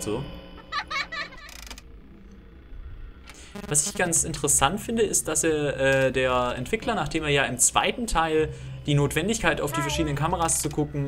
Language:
German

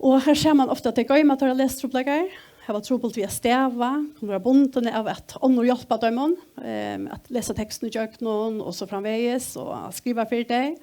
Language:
Faroese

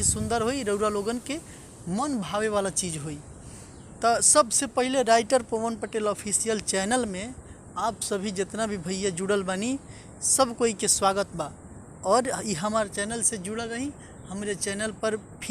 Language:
Bhojpuri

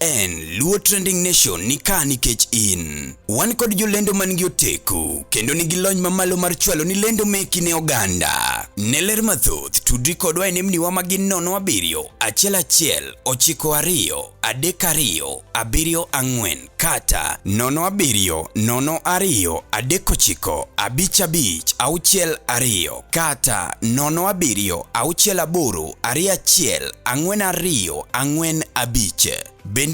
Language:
Luo (Kenya and Tanzania)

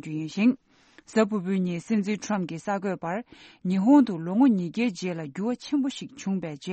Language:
Tibetan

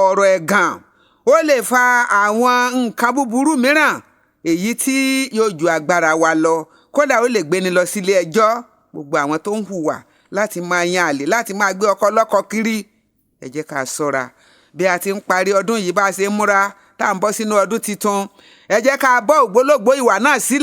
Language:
Yoruba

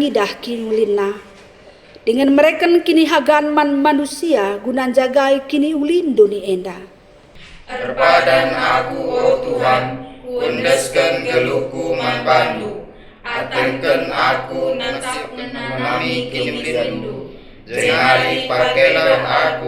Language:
Batak Karo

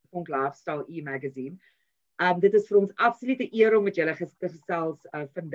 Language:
Afrikaans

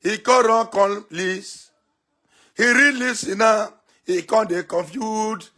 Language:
Nigerian Pidgin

